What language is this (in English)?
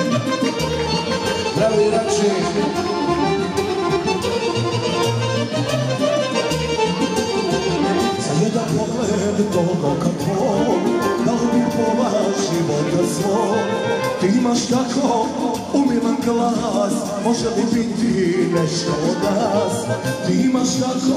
Serbian